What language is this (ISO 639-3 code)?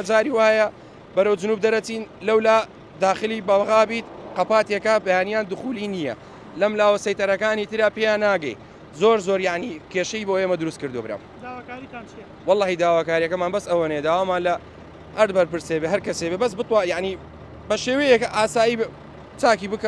ckb